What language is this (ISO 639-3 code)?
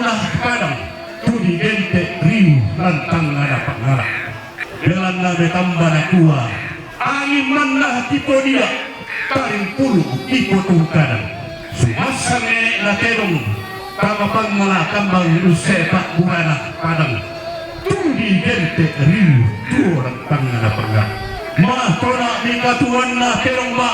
sda